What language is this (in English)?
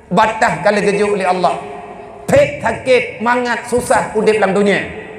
Achinese